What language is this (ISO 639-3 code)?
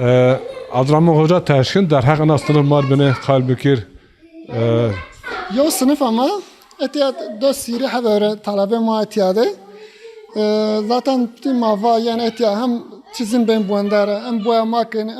zza